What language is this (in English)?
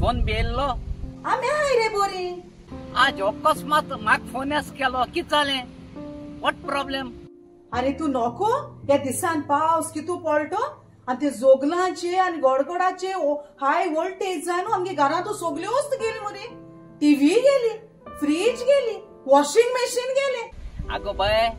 Konkani